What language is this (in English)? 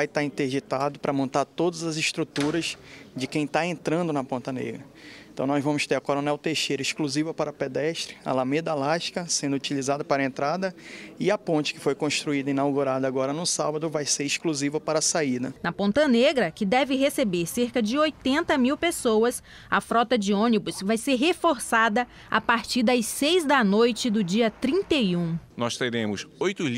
Portuguese